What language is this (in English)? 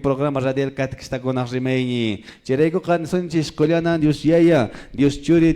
Quechua